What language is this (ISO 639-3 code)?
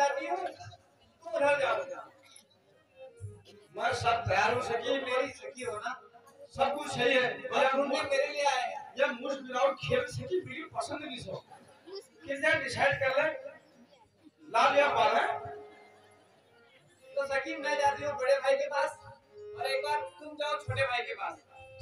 hin